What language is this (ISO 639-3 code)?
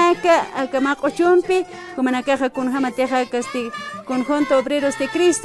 aym